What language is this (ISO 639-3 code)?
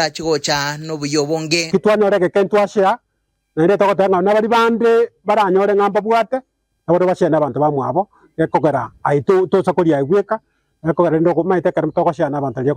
guz